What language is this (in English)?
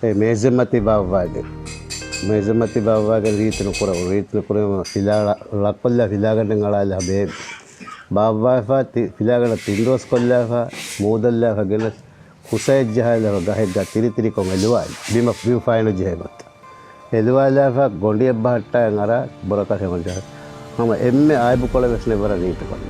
Divehi